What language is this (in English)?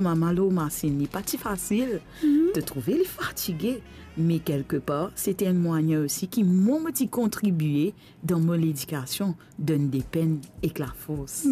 Morisyen